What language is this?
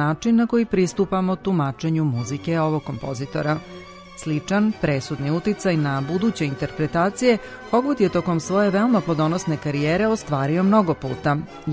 Serbian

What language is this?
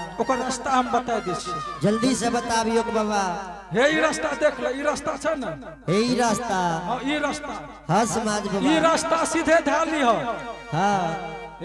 Angika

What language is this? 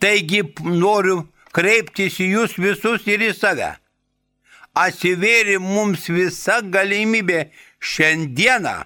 Lithuanian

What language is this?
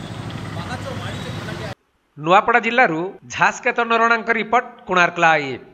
Odia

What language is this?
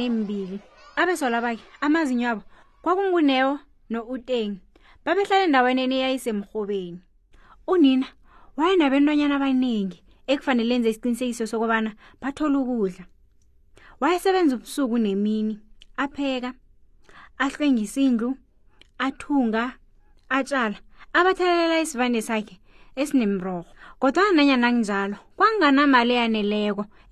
South Ndebele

